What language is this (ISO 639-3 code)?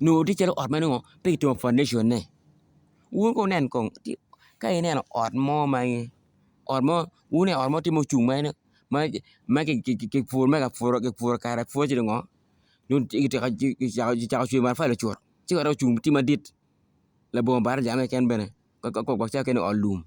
ach